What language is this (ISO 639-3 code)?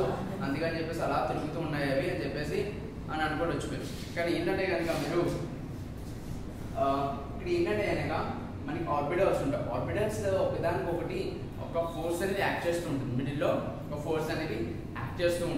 tel